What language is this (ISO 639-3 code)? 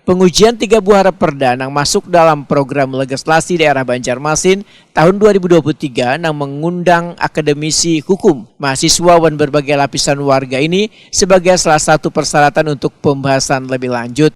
bjn